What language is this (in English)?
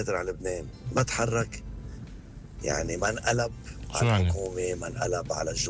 North Levantine Arabic